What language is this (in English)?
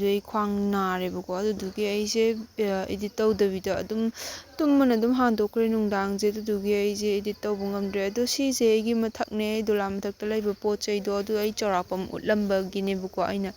Manipuri